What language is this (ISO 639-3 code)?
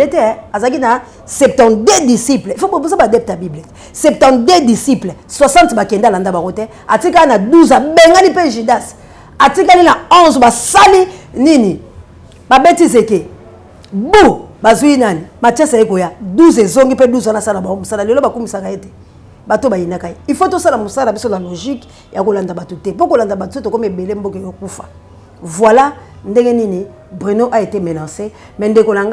lin